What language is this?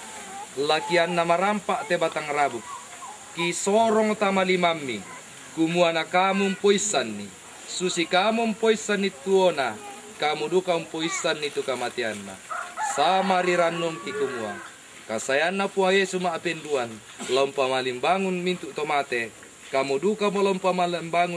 Toraja-Sa'dan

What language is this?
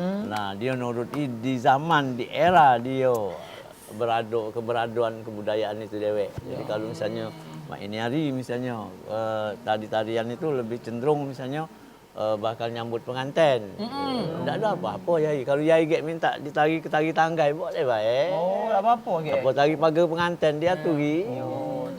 Musi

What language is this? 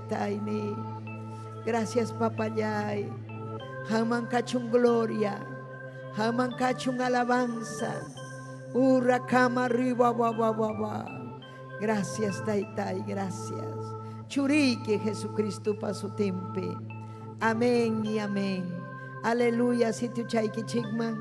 Ayacucho Quechua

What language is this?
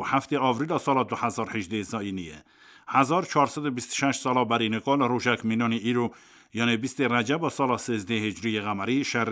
Kurdish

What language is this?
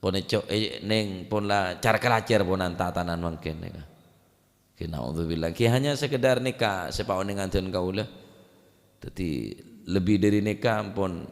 Madurese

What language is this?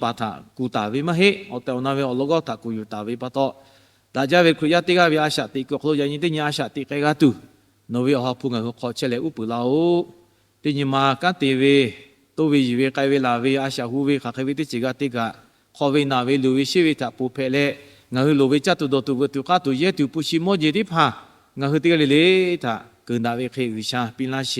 Lahu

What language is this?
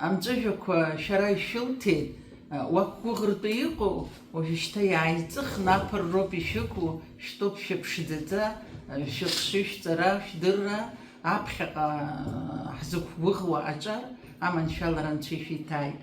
Abkhazian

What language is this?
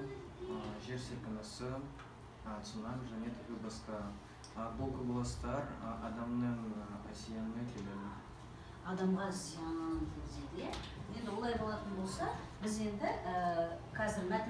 Kazakh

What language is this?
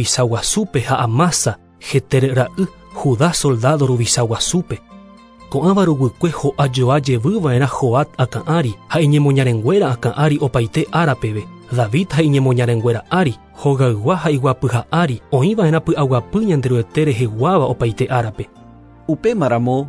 Guarani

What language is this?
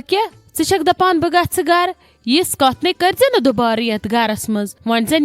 Kashmiri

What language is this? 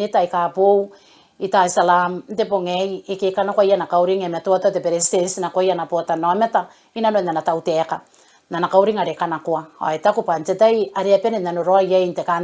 Gilbertese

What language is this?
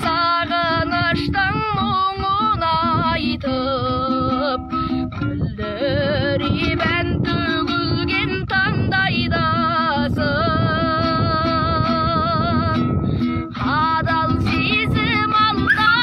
Kazakh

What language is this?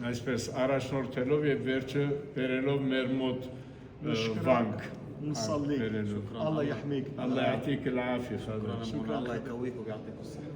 Western Armenian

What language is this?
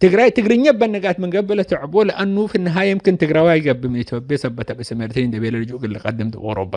Tigre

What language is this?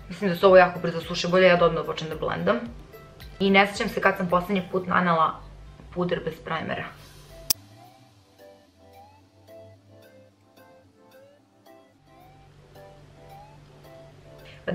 Serbian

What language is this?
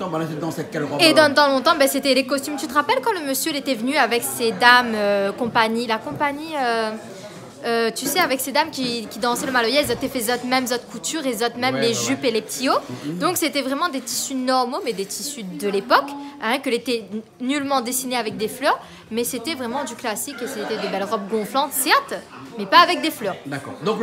Réunion Creole French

